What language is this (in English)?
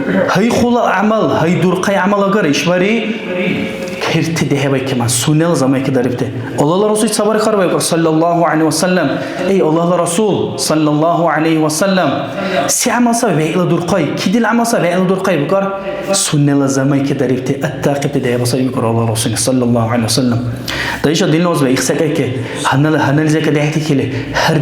Dargwa